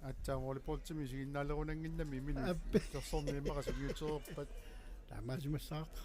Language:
Kalaallisut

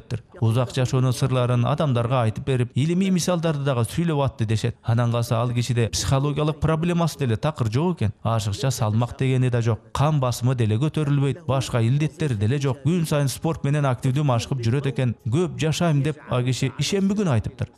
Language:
Kyrgyz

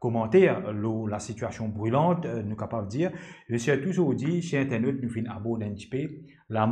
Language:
Morisyen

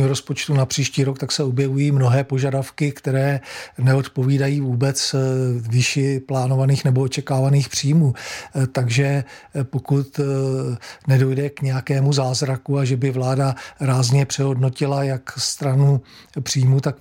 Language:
Czech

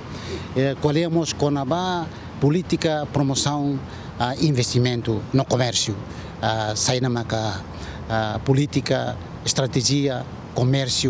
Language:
Tetum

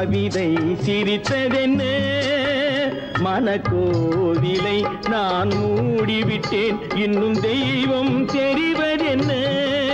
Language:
Tamil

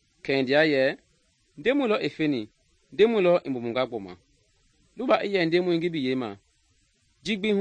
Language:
Mende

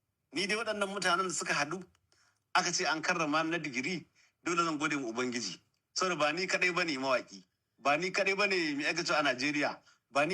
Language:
Hausa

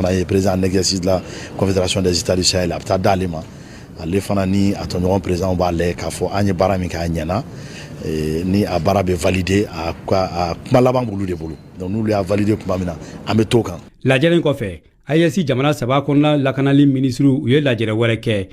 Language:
Bambara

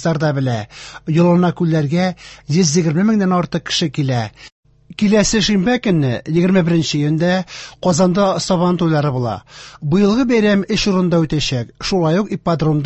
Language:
Tatar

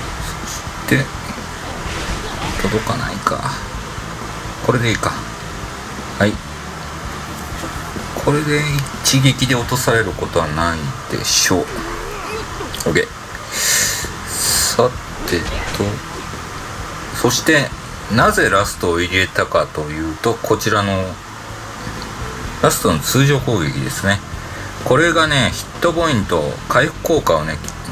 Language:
Japanese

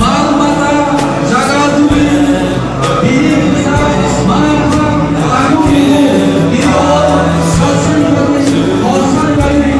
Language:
Kok Borok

